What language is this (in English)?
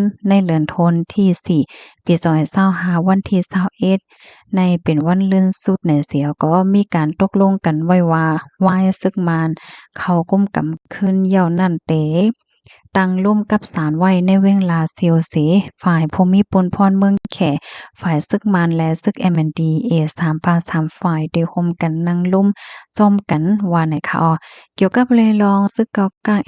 Shan